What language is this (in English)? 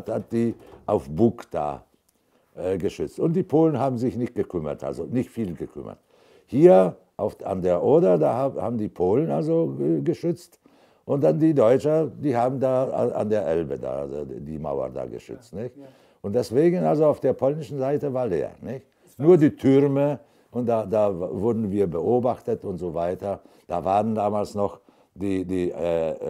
German